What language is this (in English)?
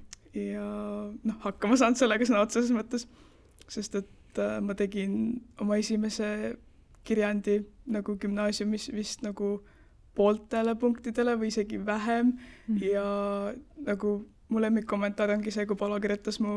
Estonian